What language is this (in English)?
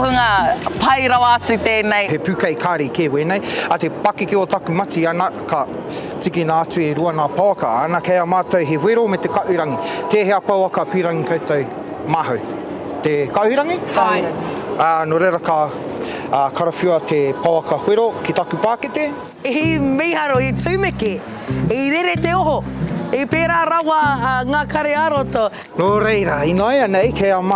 Māori